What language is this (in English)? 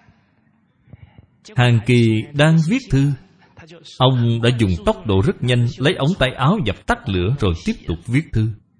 Vietnamese